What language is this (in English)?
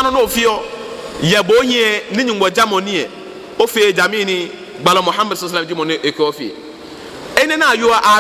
Ga